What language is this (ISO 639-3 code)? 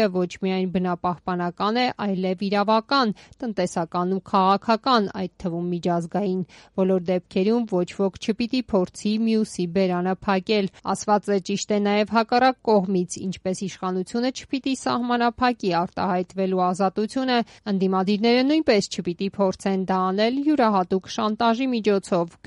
hye